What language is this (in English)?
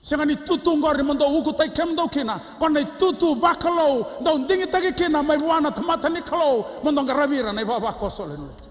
Fijian